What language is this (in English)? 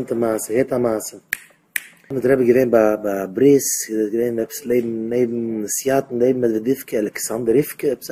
Yiddish